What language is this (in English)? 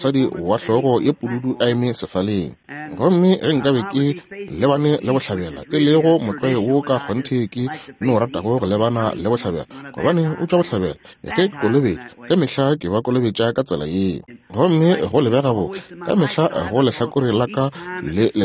Northern Sotho